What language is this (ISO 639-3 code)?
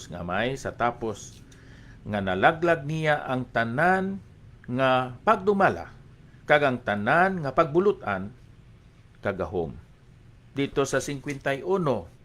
hil